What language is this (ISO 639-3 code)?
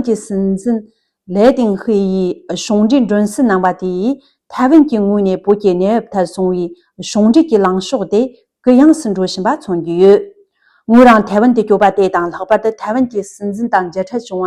bod